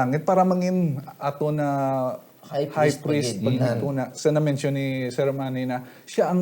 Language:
Hiligaynon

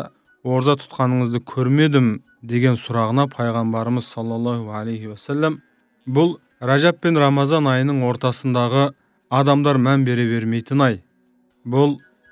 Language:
Kazakh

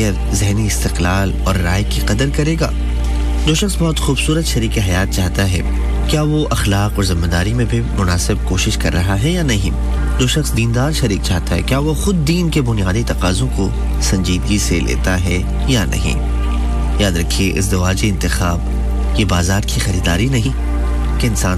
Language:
Urdu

